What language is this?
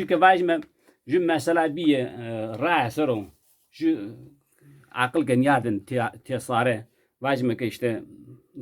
Zaza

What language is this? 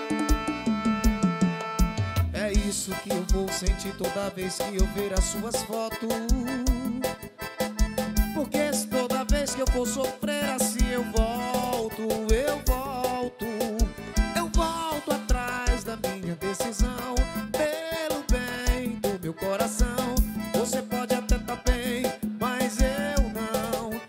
Portuguese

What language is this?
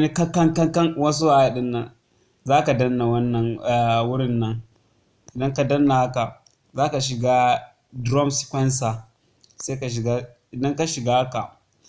Hausa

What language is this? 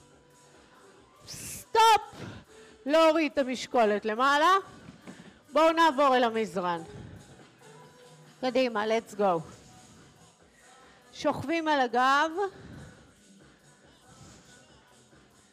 Hebrew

